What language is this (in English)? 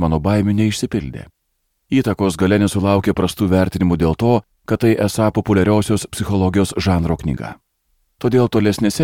Lithuanian